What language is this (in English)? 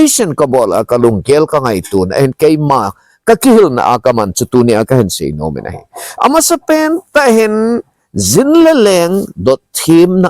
Thado Chin